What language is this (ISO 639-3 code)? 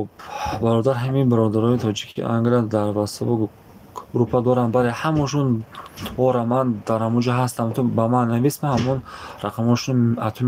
tgk